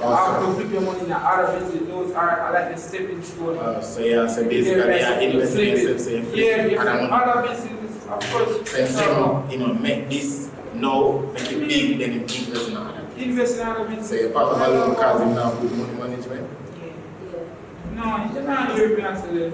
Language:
Jamaican Creole English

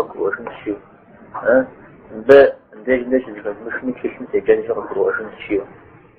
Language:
Kabardian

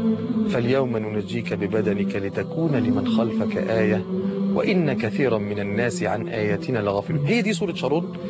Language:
Egyptian Arabic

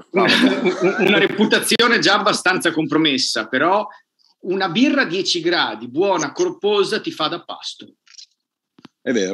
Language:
Italian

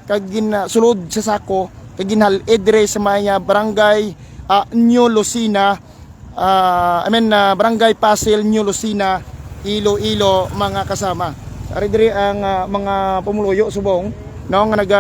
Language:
Hiligaynon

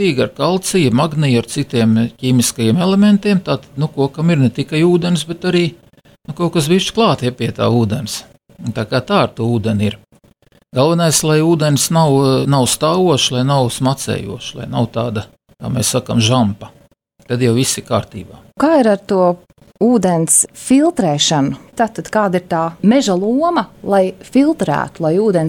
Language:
Latvian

